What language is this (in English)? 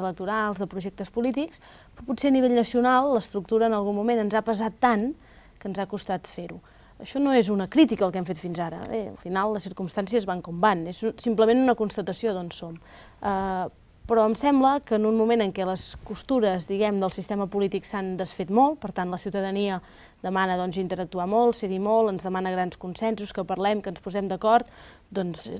Catalan